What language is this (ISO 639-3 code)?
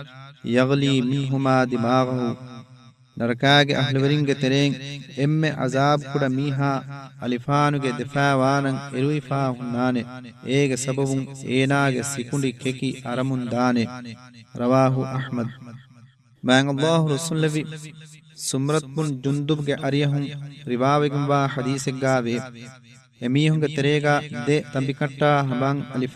div